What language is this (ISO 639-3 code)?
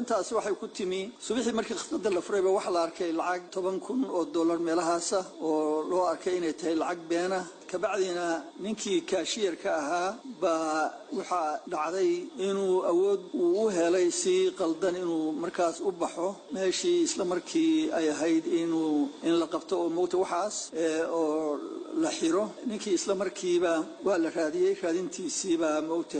som